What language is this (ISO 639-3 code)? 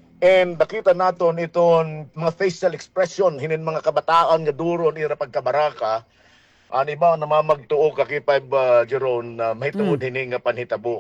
war